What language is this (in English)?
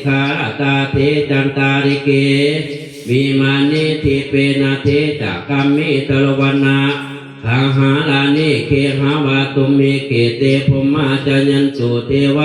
Pali